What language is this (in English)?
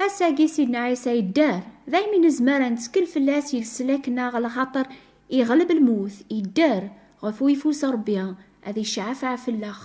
Kabyle